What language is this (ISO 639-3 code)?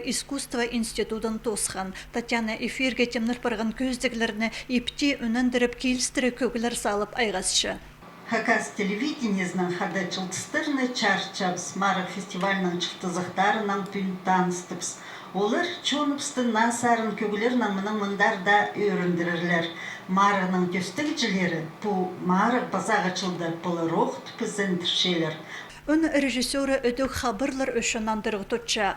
kjh